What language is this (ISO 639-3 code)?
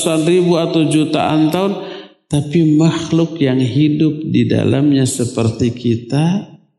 ind